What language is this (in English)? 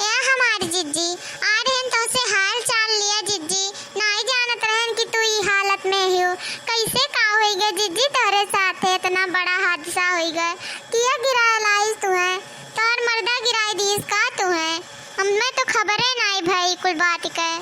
Awadhi